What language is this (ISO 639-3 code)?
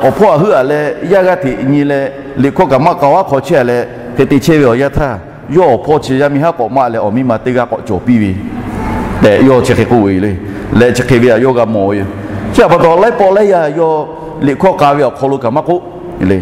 lhu